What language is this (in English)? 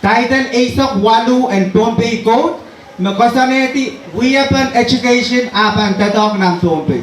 Pohnpeian